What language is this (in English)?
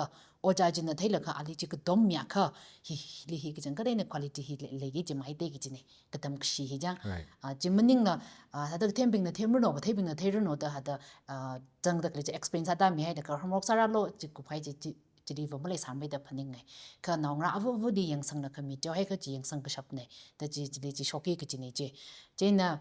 Tangkhul Naga (India)